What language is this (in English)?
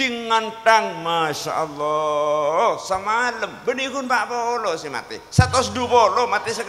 Madurese